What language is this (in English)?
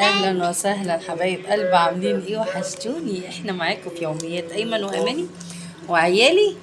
Egyptian Arabic